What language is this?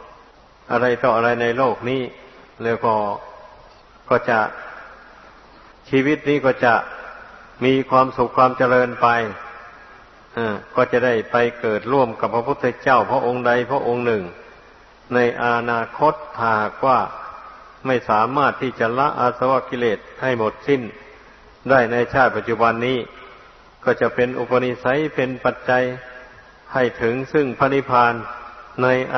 Thai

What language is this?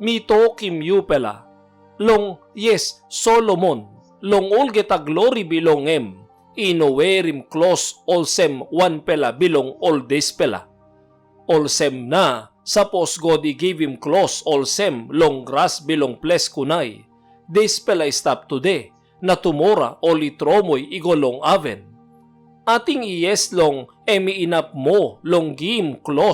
Tok Pisin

